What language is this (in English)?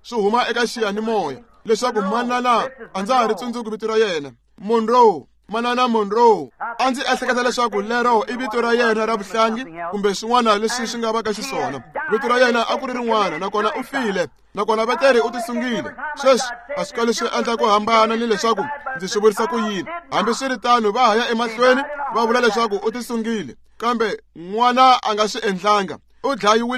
Tsonga